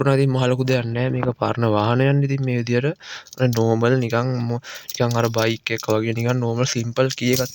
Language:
Sinhala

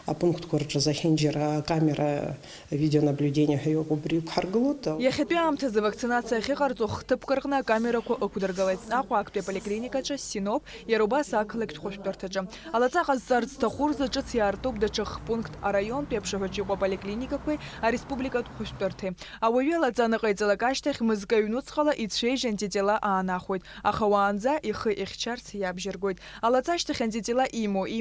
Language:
Abkhazian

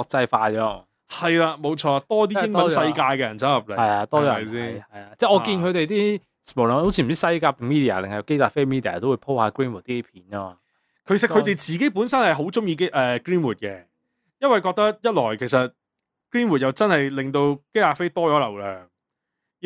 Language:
Cantonese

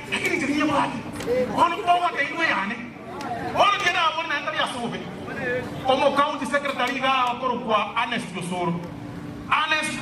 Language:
Gusii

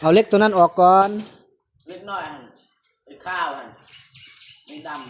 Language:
Northeastern Thai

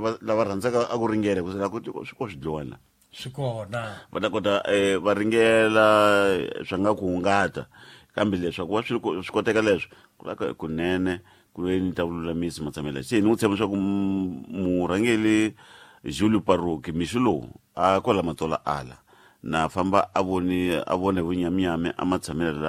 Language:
Tsonga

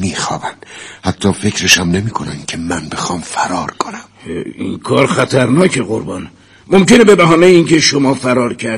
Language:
Persian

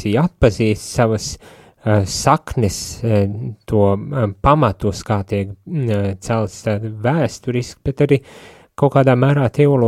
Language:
Latvian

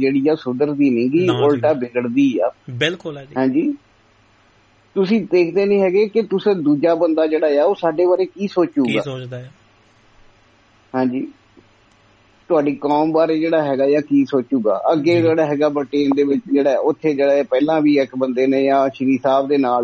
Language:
Punjabi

